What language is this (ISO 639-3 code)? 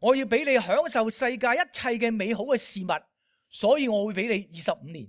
yue